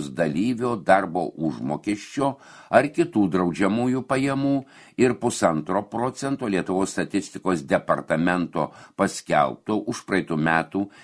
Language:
Lithuanian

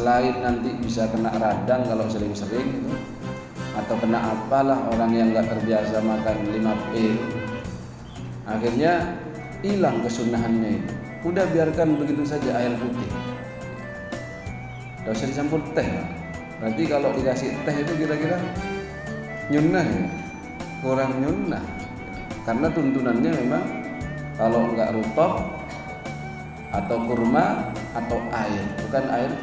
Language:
Indonesian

